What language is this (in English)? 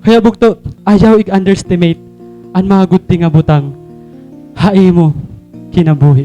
Waray